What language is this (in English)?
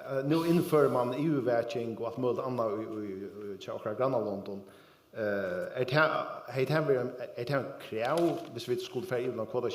Faroese